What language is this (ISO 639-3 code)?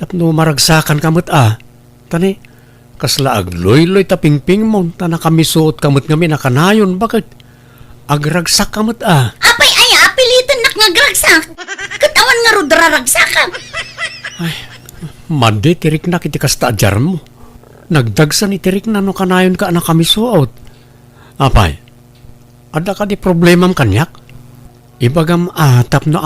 ilo